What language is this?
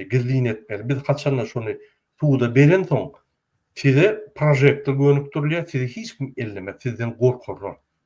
Turkmen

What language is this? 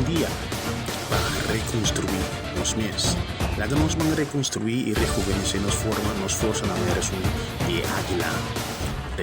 Papiamento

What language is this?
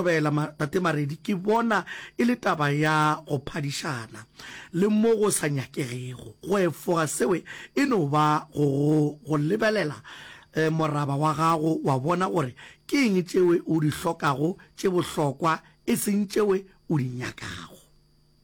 Northern Sotho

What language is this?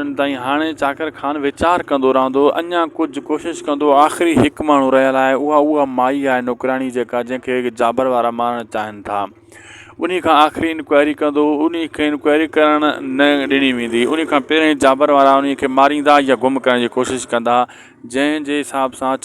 Sindhi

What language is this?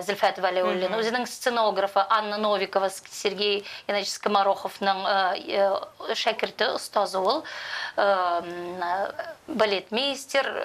Tatar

